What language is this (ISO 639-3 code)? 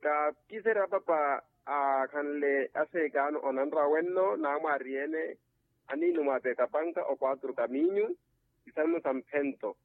vmw